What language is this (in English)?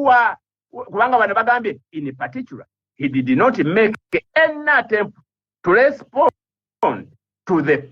Ganda